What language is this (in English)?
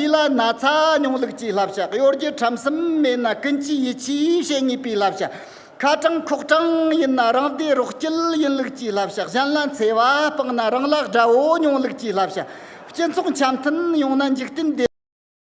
Tibetan